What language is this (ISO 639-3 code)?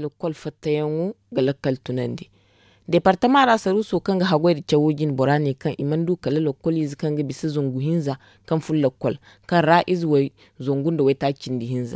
dje